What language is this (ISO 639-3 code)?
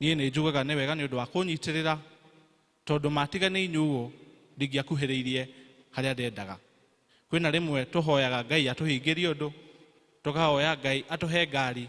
kik